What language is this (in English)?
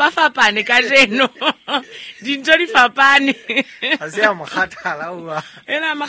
Southern Sotho